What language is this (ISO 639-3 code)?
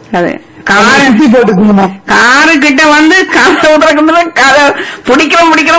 tam